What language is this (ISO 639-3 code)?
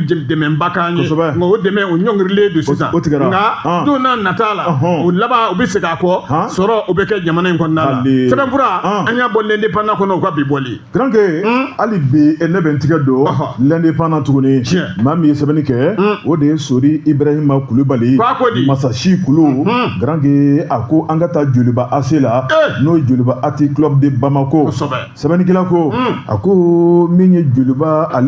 bam